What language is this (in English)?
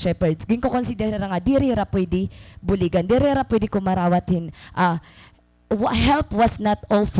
Waray